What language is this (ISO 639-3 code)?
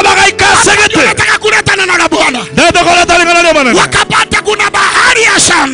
guz